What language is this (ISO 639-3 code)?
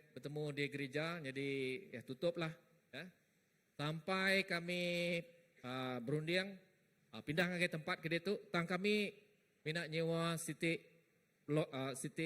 iba